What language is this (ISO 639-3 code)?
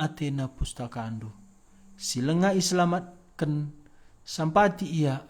btx